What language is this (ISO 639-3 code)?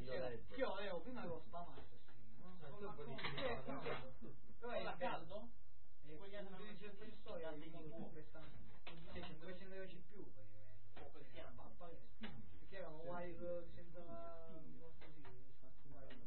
ita